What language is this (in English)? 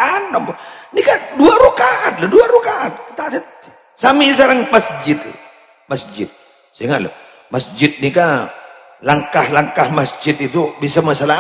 Madurese